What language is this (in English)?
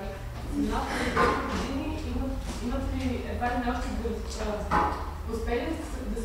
Bulgarian